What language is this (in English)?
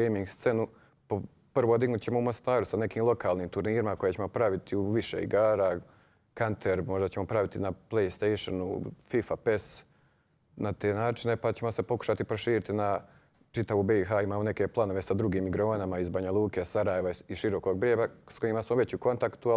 Croatian